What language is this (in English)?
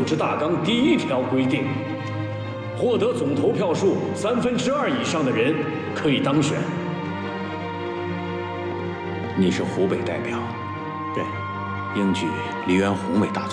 Chinese